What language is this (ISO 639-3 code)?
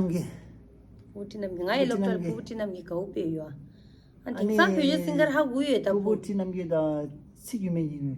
bod